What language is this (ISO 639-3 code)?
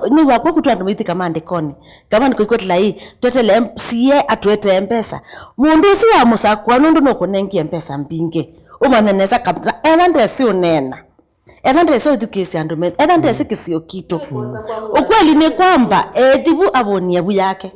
kam